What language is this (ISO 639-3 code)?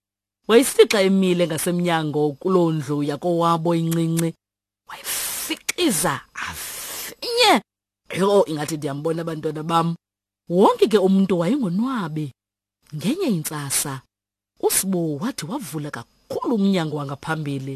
xho